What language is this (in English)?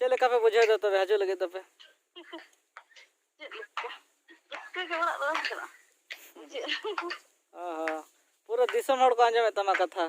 Santali